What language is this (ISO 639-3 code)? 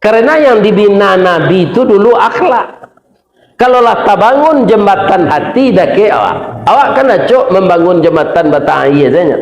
min